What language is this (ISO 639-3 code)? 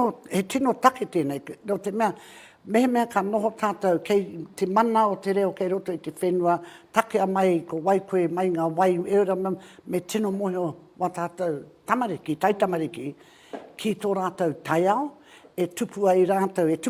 mri